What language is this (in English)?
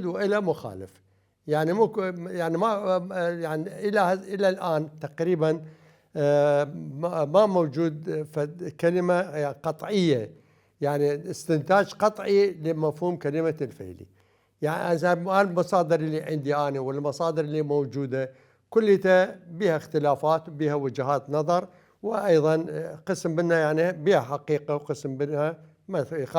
Mesopotamian Arabic